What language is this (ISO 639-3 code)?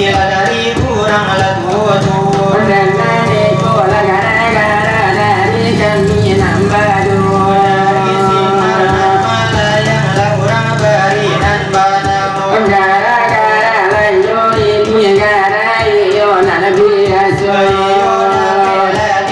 min